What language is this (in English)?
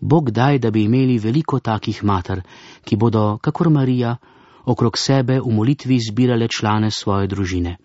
Slovenian